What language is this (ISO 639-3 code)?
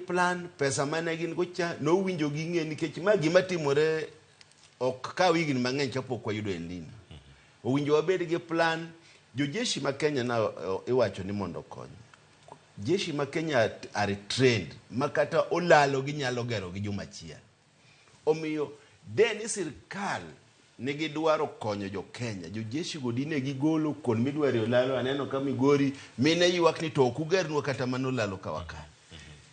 luo